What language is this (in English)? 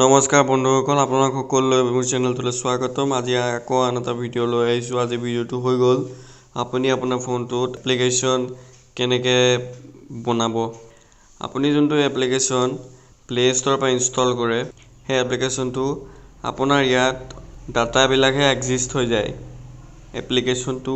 Assamese